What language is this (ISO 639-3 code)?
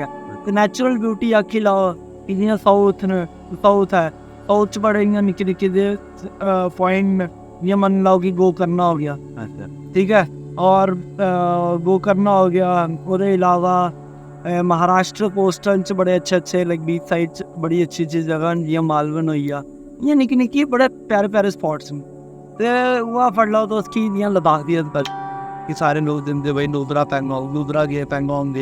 doi